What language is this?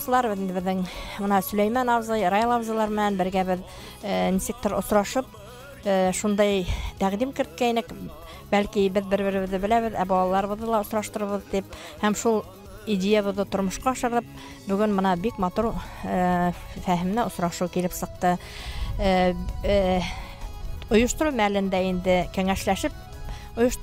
Bashkir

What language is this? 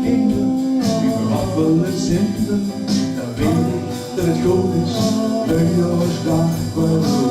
Limburgish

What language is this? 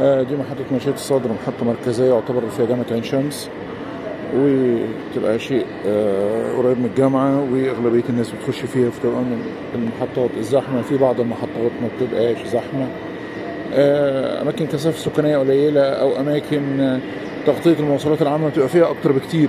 Egyptian Arabic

